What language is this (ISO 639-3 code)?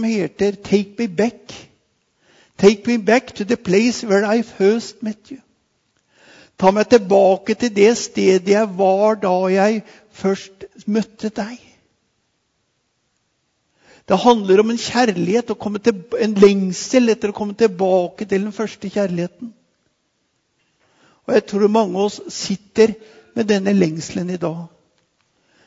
nor